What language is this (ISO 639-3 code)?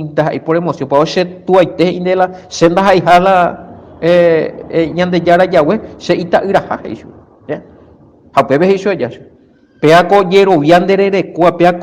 grn